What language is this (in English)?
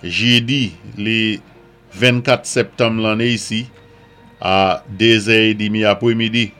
Saint Lucian Creole French